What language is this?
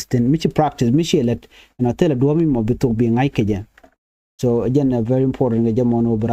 Nuer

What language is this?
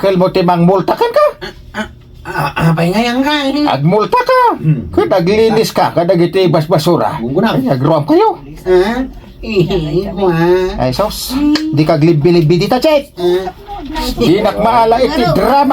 Iloko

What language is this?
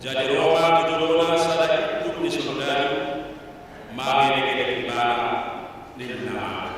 Batak Toba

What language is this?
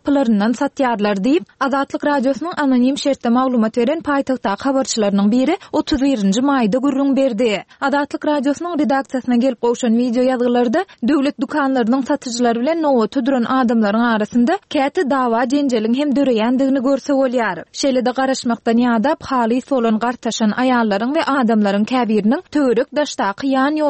Turkmen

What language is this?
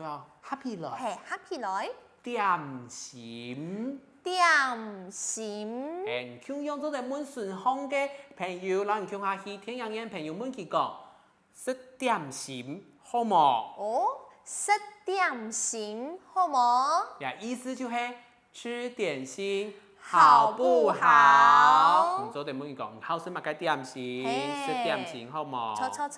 Hakka Chinese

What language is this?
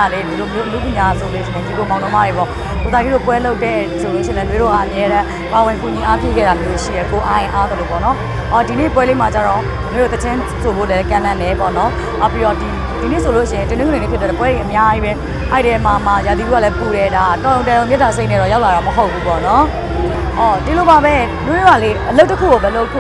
Burmese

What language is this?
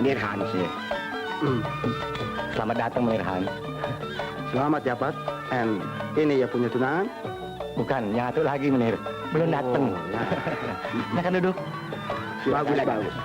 Betawi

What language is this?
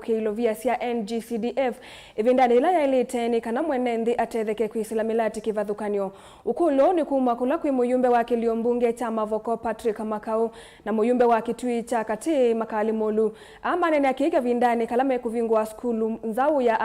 Kamba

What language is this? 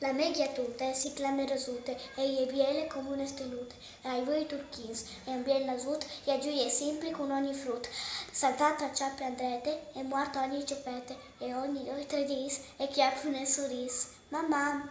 Friulian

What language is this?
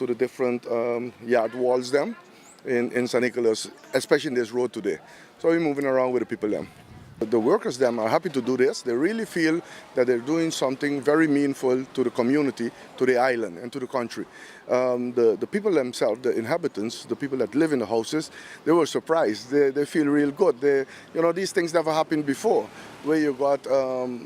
Papiamento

